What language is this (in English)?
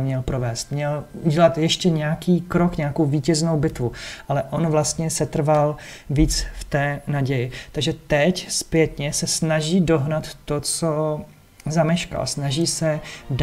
Czech